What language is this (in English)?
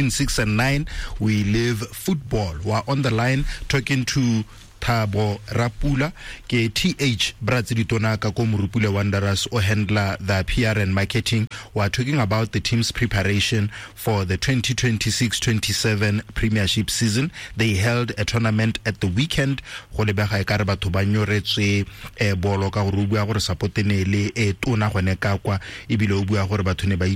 Tswana